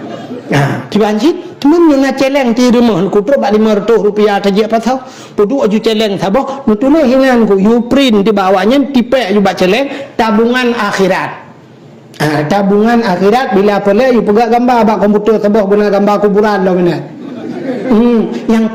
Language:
Achinese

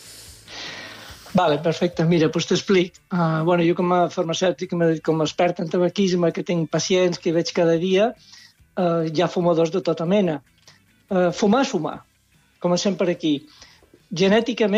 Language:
Catalan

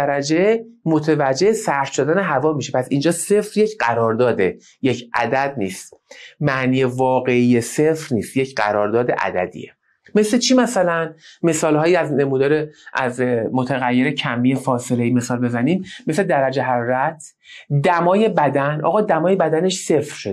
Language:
Persian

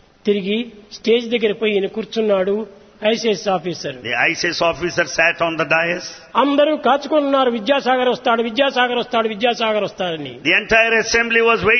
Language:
Telugu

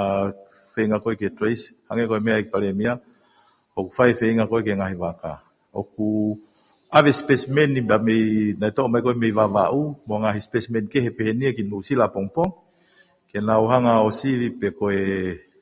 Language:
Tongan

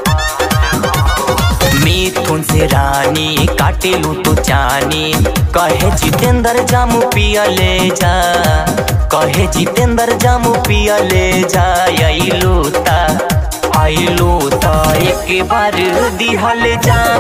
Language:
Bhojpuri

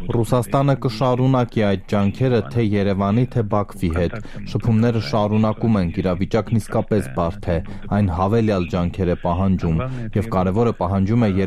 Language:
Armenian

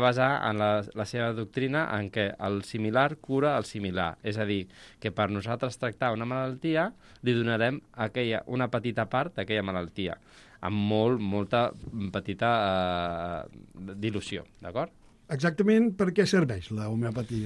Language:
Catalan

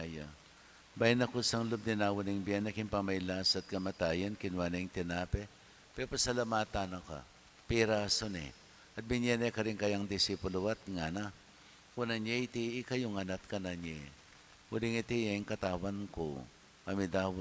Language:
Pampanga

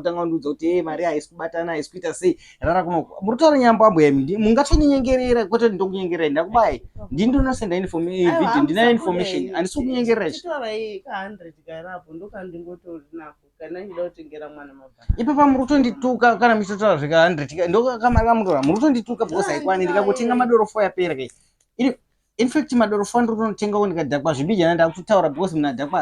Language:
Shona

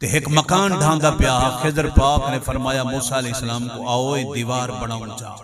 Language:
Saraiki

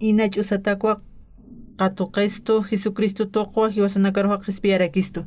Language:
Aymara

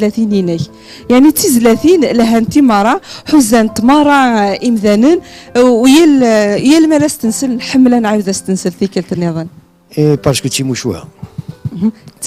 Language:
Kabyle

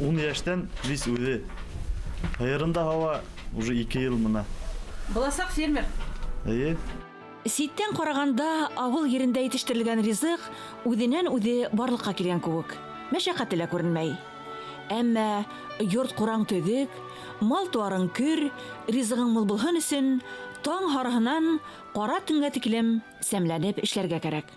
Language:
Bashkir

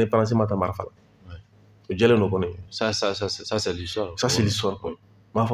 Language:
Bambara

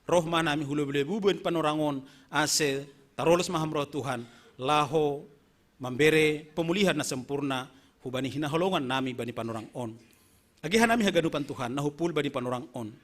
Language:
Batak Simalungun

